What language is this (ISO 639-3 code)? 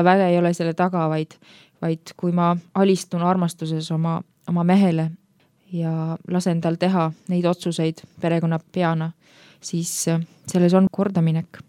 est